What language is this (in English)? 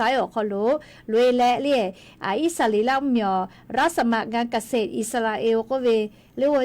Lahu